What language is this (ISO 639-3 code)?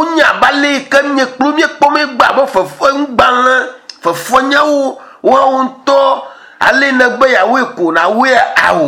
ewe